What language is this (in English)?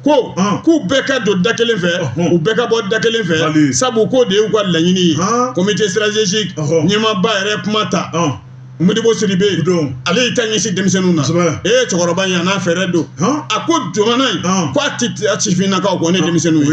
Bambara